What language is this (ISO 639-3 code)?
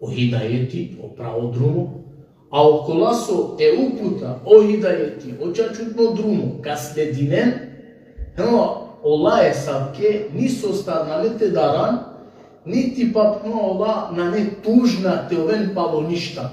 rmn